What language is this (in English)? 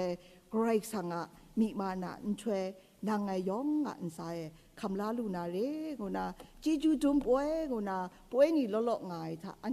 Kachin